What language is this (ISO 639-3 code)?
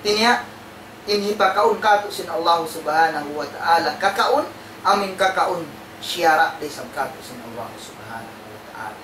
tsg